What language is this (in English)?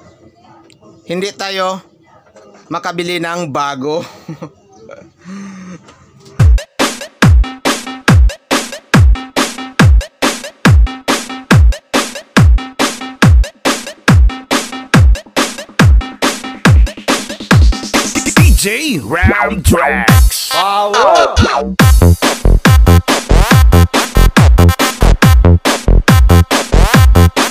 Filipino